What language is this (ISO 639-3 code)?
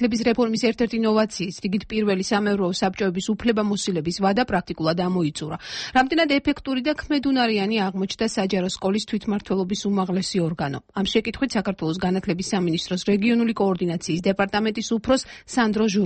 kat